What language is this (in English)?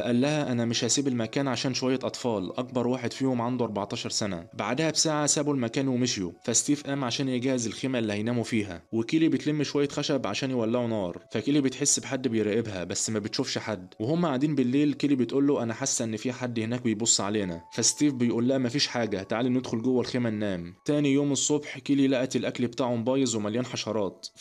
Egyptian Arabic